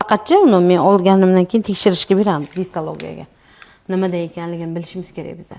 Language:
Uzbek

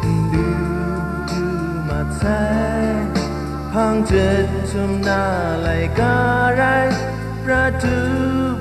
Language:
Kachin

